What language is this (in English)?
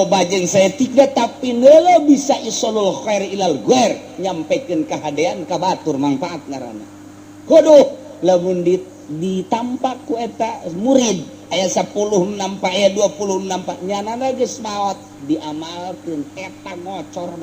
Sundanese